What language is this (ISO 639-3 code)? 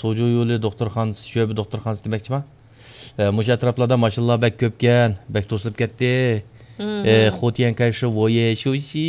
uig